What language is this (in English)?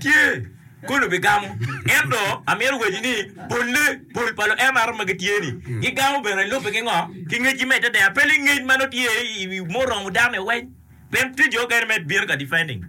Acoli